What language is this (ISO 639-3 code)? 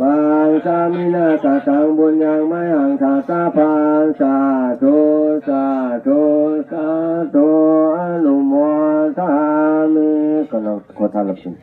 pli